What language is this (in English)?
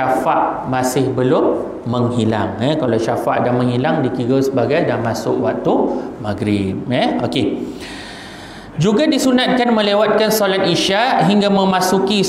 Malay